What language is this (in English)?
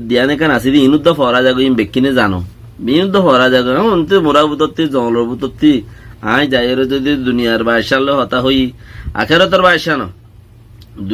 Rohingya